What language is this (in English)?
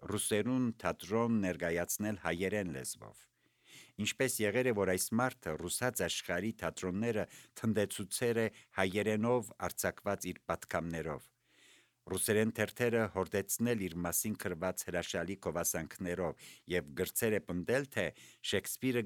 Armenian